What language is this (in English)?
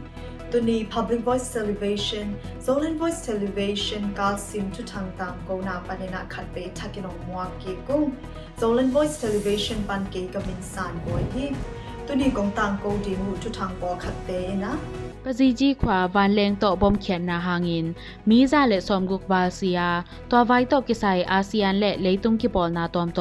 Tedim Chin